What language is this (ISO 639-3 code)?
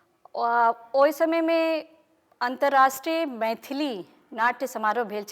mai